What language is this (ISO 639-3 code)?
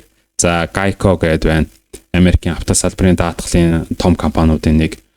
mon